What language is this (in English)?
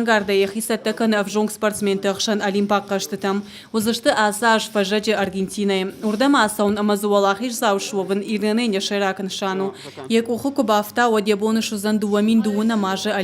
Ossetic